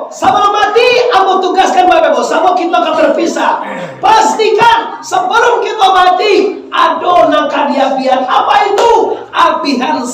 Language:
Minangkabau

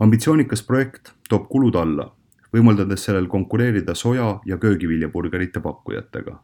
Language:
Estonian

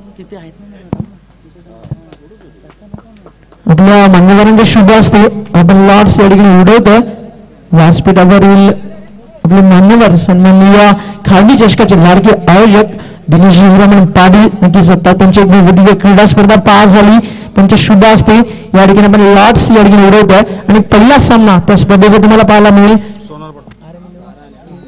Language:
Marathi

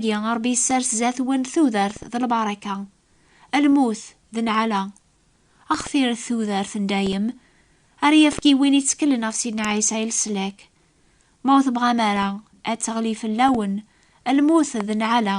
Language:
Kabyle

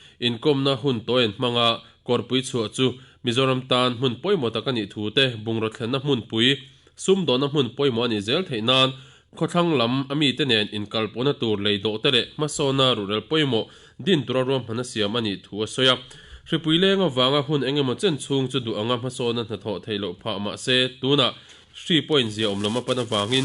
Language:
Mizo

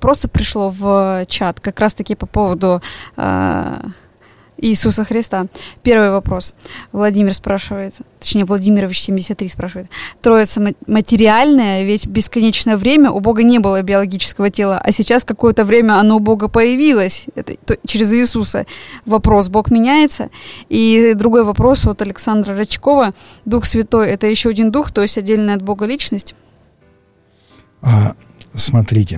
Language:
Russian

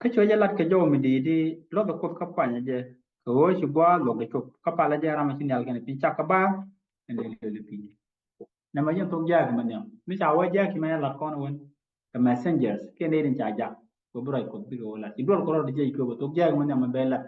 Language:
Nuer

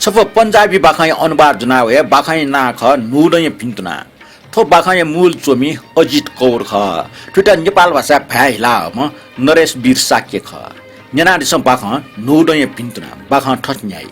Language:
Newari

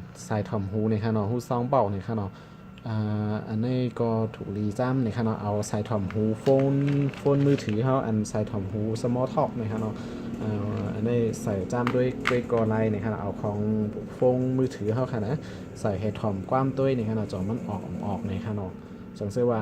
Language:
Shan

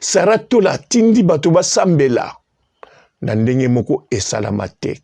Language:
Lingala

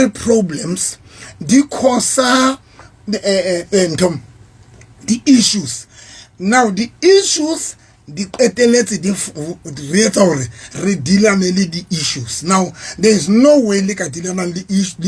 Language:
Southern Sotho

